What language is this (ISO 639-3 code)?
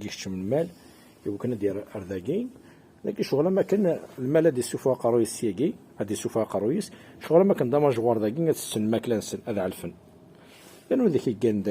kab